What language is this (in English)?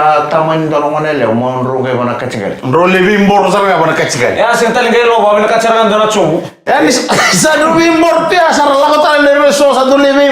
Fijian